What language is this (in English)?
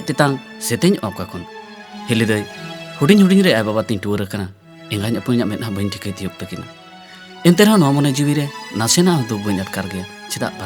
Santali